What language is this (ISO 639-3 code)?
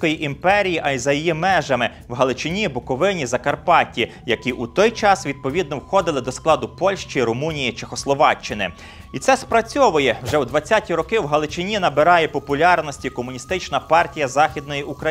ukr